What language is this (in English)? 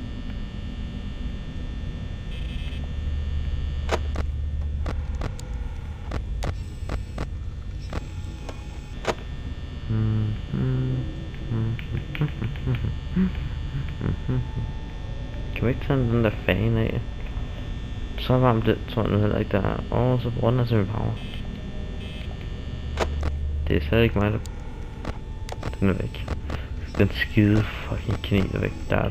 Danish